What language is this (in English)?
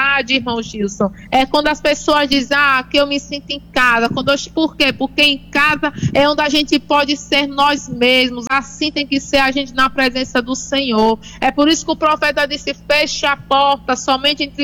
Portuguese